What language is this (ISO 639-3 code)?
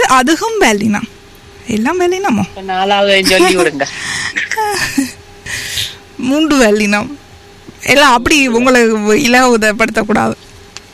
tam